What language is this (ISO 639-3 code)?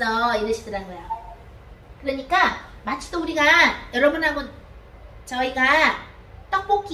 kor